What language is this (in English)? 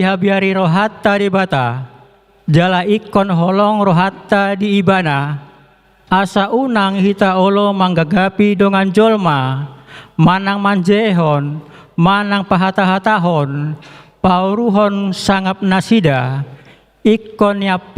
Batak Toba